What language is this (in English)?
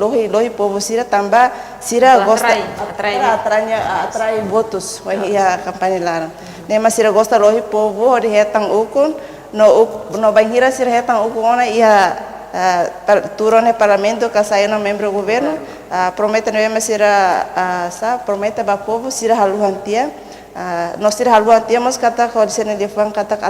Tetum